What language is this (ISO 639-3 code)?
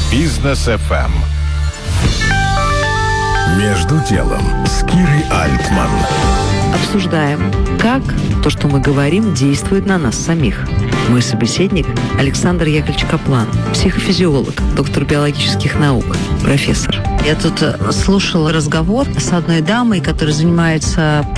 rus